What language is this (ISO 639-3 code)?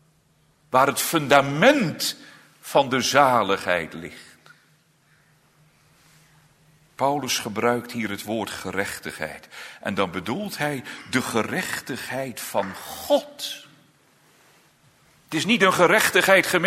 nld